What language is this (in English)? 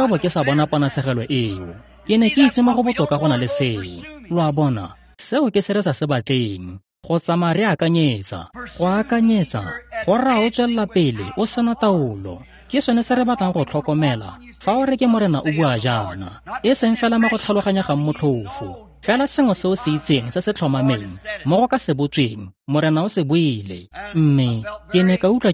Tswana